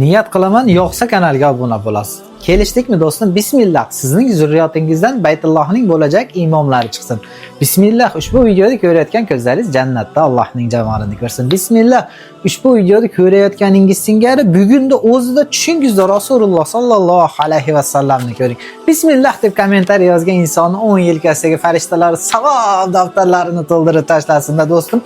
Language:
Uzbek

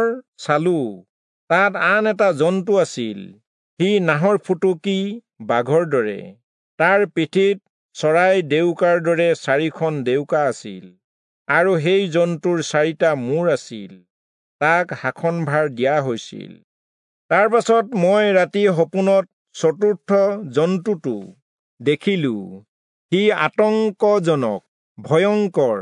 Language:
Assamese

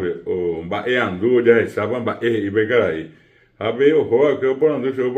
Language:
Guarani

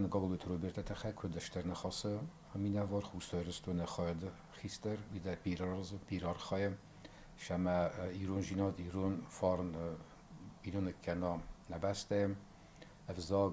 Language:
Ossetic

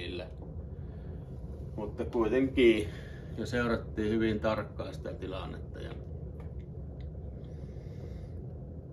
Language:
Finnish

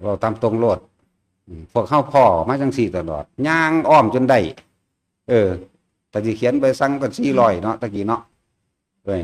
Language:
Northeastern Thai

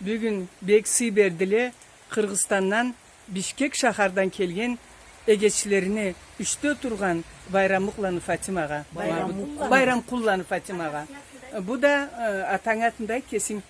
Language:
Karachay-Balkar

